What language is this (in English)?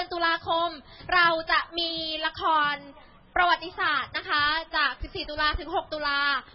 Thai